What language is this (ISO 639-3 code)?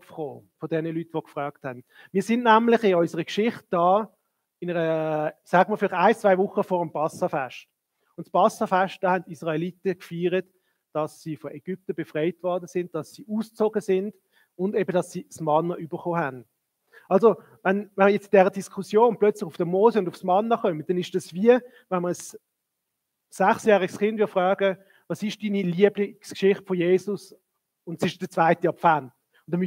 gsw